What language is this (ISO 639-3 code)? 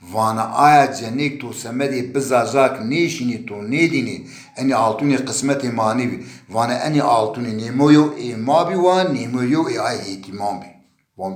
zza